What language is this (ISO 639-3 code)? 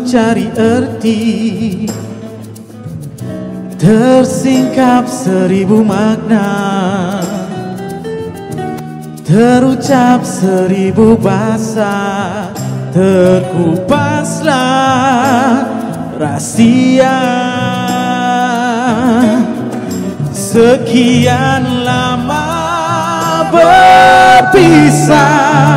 msa